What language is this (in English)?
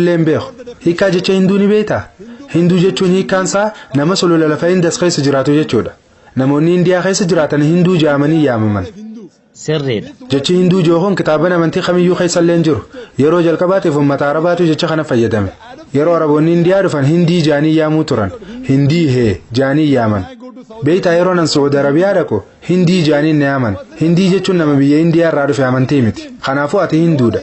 Oromo